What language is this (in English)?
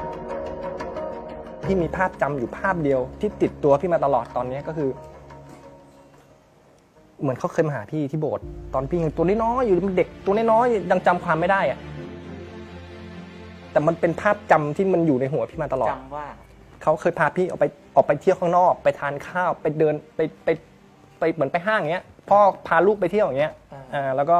Thai